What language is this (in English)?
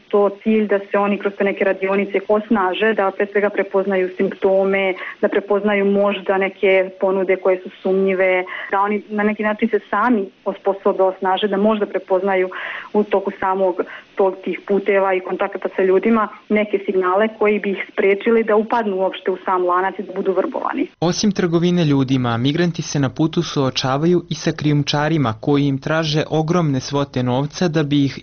Serbian